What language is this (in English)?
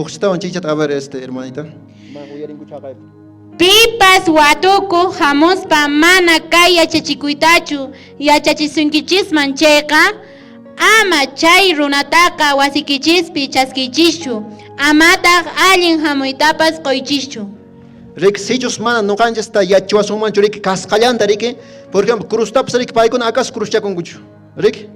Quechua